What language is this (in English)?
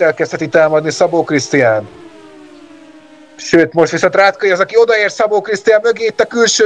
Hungarian